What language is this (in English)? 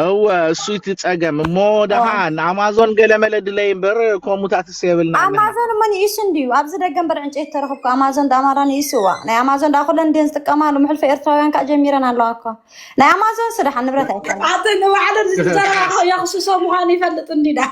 Tigrinya